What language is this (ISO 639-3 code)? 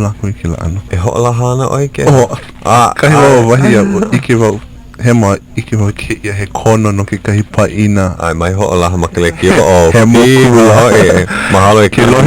haw